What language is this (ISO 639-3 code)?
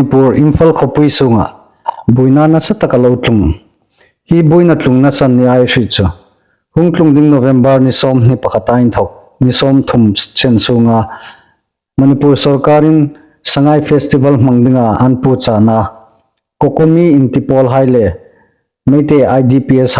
hmr